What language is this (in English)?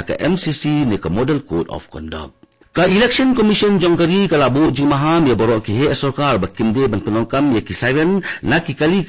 Khasi